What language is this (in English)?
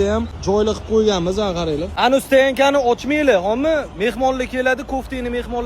Uzbek